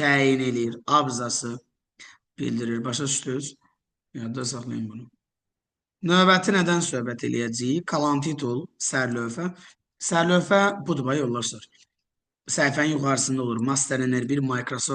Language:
Azerbaijani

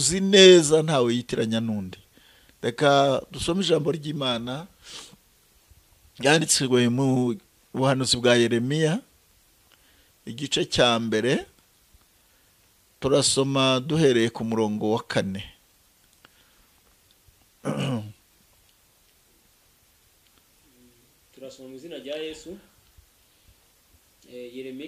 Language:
Kinyarwanda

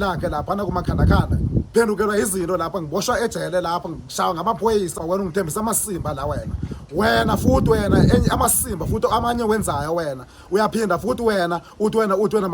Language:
Zulu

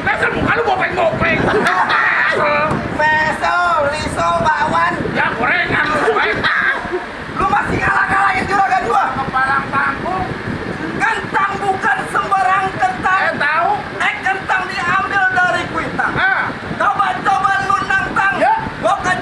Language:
Betawi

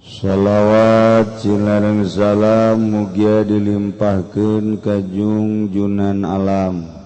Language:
Sundanese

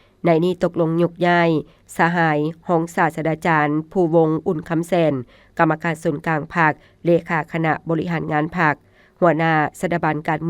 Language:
Lao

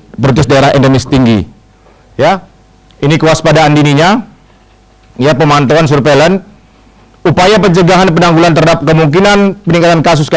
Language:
Indonesian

